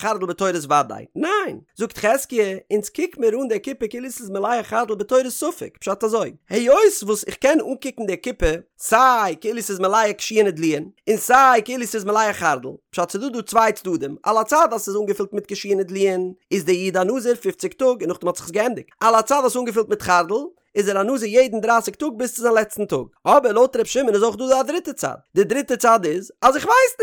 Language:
Yiddish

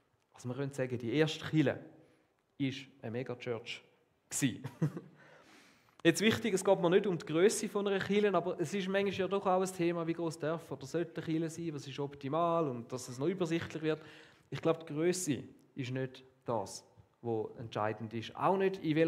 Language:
Swiss German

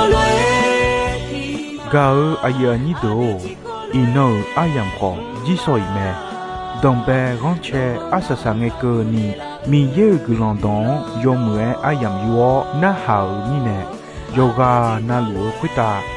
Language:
Akha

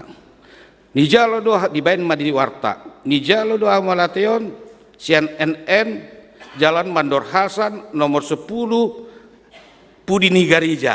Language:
Batak Toba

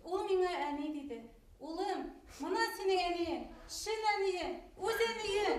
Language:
Bashkir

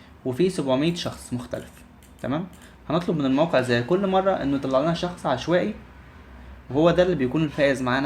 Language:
Egyptian Arabic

